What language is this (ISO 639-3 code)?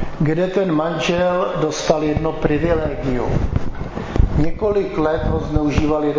ces